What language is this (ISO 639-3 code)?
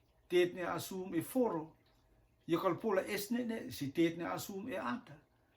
rtm